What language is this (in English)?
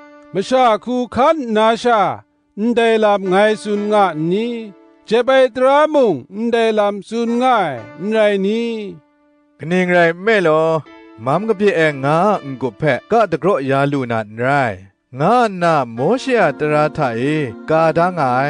Kachin